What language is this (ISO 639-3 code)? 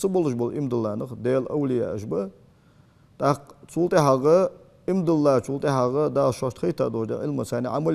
inh